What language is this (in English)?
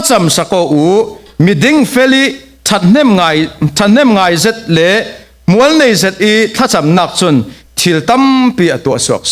Falam Chin